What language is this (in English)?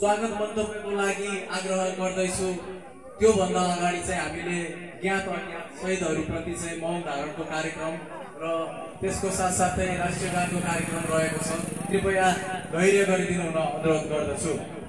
Nepali